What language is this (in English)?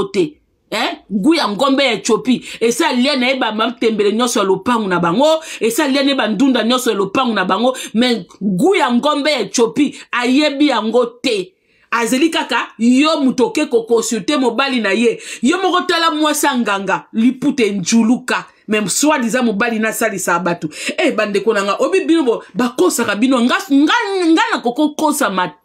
Lingala